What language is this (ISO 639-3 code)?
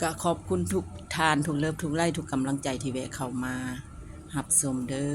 lao